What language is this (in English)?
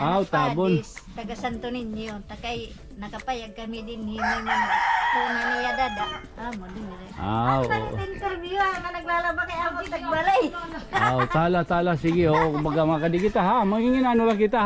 Waray